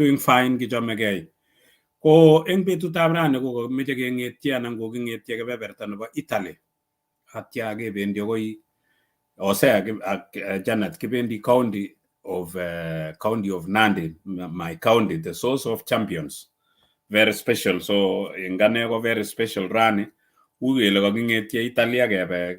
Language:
Kalenjin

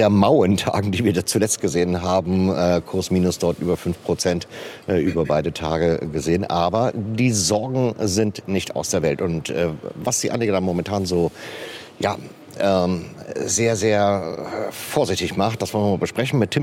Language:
German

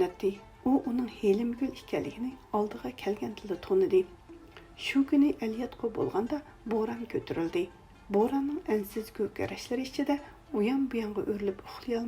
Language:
Uyghur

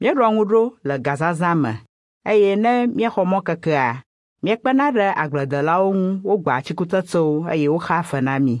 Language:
Ewe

